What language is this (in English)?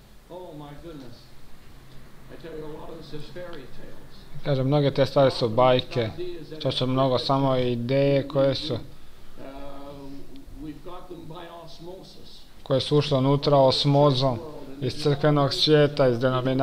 Croatian